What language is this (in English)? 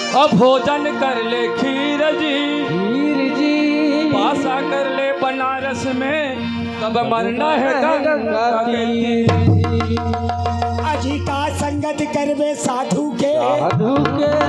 Chhattisgarhi